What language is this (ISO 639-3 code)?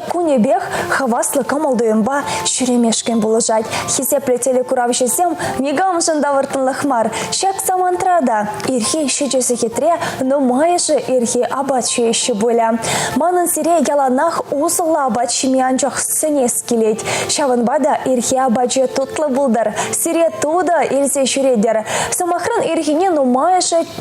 chv